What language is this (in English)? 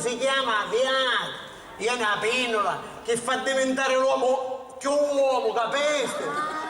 Sicilian